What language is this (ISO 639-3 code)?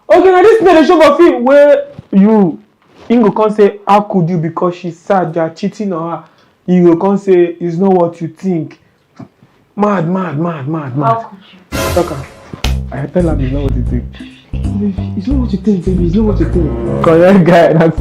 pcm